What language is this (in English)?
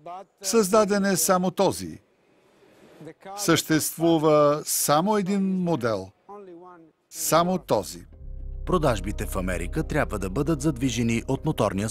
Bulgarian